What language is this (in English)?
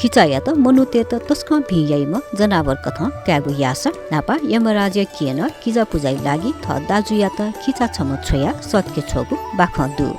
Newari